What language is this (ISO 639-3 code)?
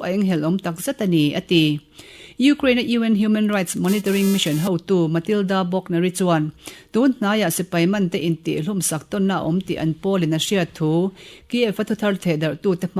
lus